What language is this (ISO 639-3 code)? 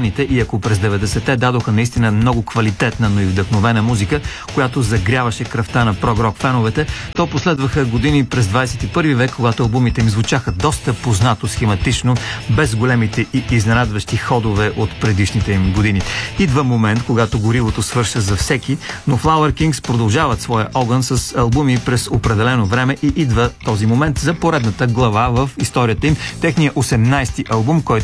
bul